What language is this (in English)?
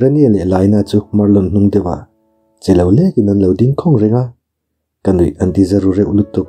Mizo